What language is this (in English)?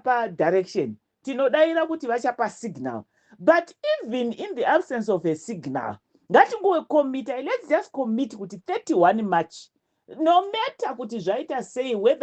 Shona